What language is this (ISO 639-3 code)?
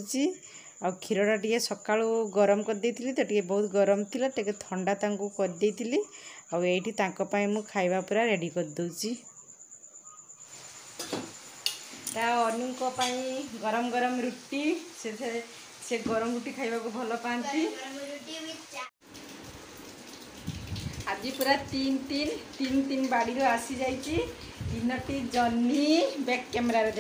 ori